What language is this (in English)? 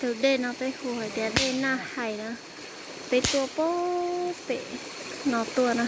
Hmong